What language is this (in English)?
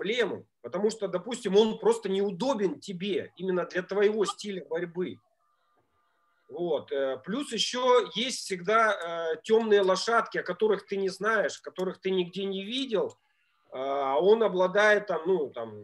Russian